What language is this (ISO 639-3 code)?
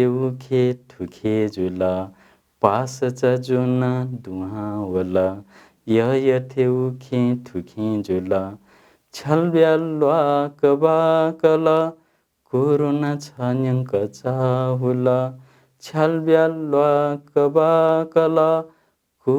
new